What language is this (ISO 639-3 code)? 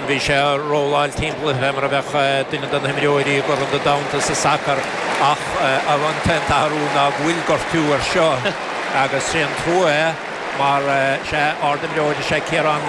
gle